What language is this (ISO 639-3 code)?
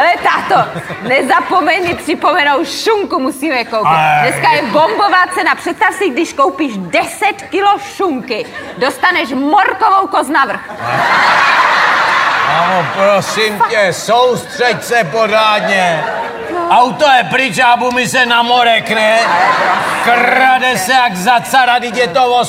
ces